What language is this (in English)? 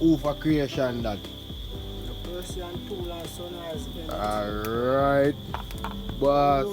Jamaican Creole English